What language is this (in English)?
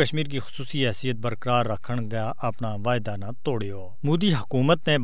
Gujari